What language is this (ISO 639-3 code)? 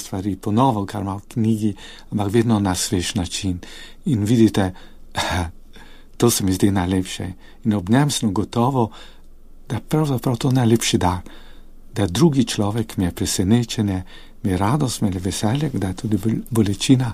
slv